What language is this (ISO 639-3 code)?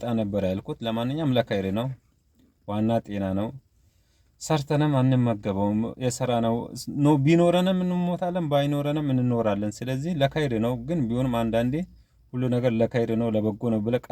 amh